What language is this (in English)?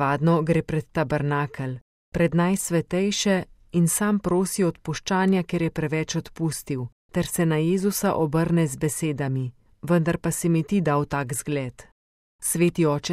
Slovenian